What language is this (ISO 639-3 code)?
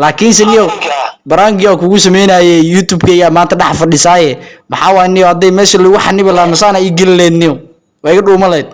som